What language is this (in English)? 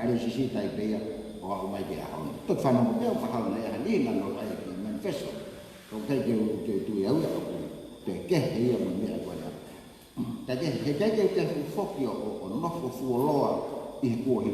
Tongan